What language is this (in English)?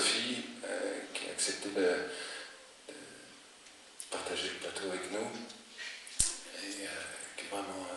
French